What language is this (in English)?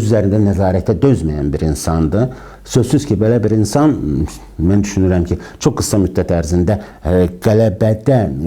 Azerbaijani